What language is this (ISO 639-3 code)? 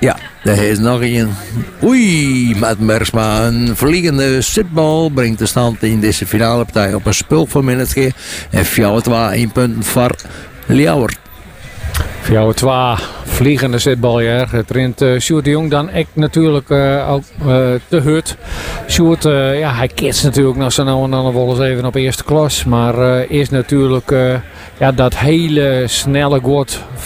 nld